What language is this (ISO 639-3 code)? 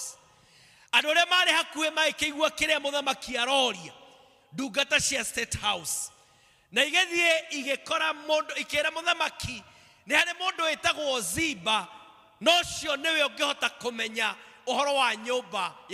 kik